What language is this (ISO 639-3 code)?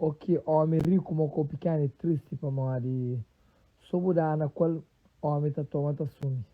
kea